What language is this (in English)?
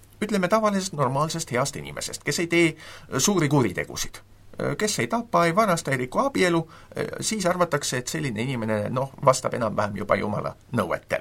Estonian